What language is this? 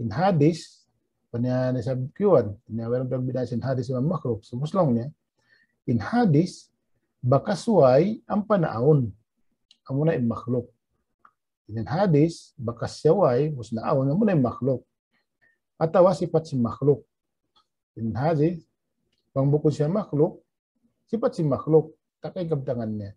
Tausug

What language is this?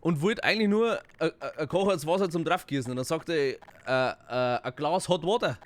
Bavarian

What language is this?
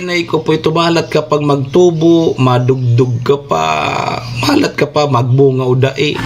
Bikol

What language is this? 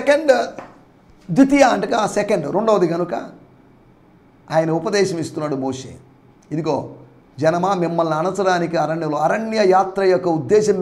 Telugu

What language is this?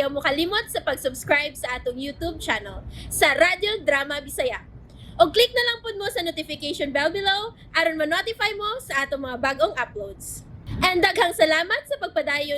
Cebuano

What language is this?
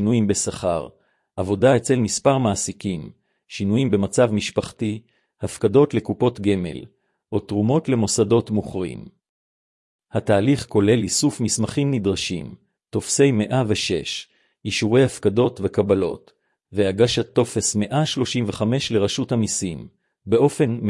Hebrew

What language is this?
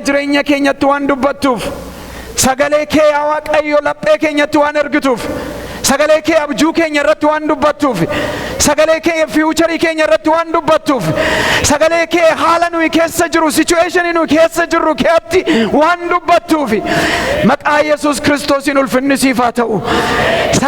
Oromo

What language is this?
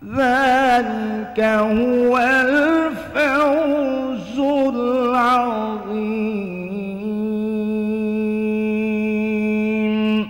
Banjar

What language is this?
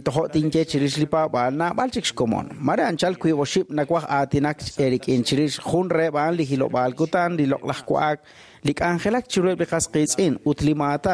Kekchí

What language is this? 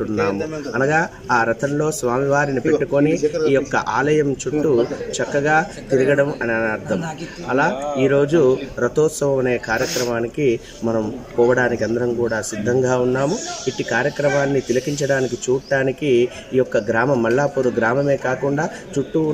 Telugu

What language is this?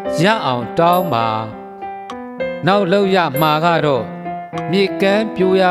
Burmese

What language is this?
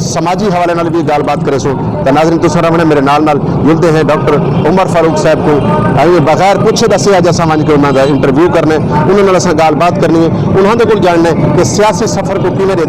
Saraiki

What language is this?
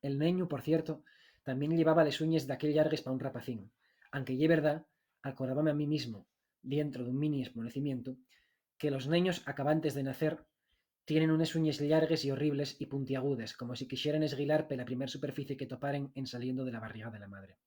Asturian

